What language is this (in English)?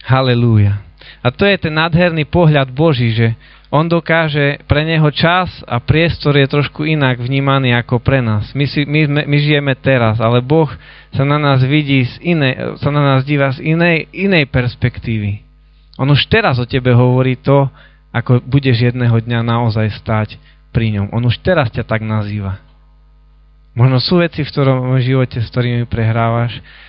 Slovak